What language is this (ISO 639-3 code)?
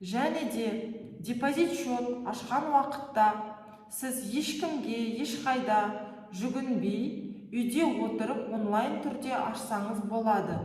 kaz